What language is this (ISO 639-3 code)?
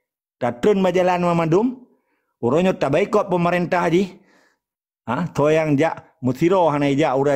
ace